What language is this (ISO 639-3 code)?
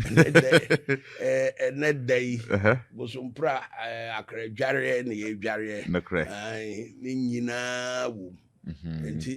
aka